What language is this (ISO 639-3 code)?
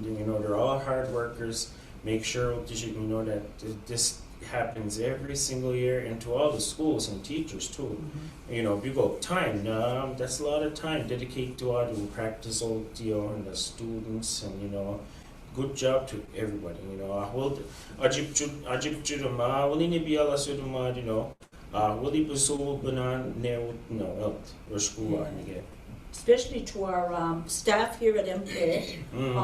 mic